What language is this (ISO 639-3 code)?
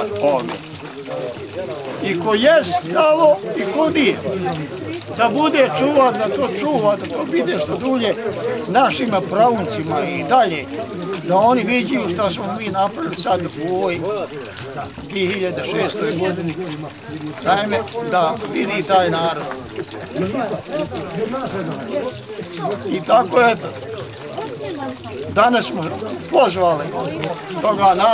bos